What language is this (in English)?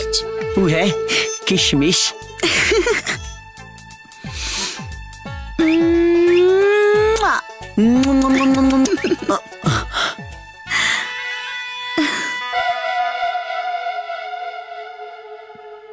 Bhojpuri